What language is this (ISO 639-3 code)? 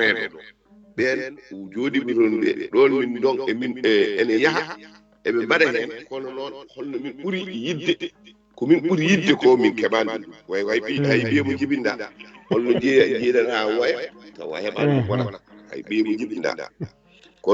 ful